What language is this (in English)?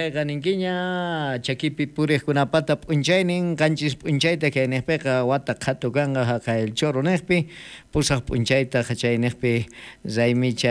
South Bolivian Quechua